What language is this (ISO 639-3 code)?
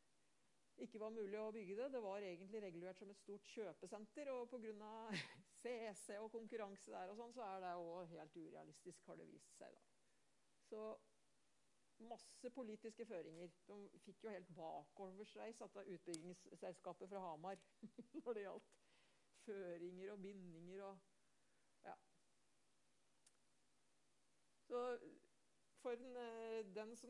nor